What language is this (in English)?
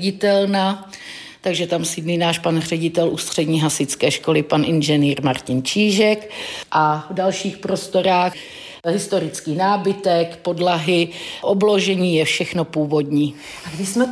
Czech